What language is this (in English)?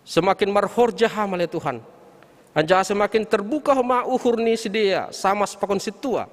Batak Simalungun